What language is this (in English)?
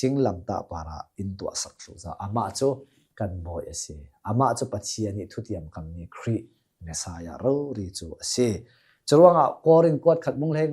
Hakha Chin